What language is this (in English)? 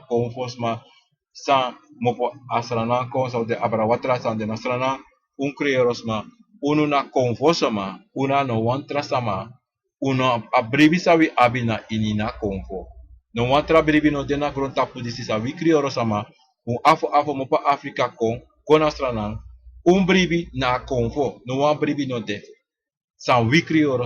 Sranan Tongo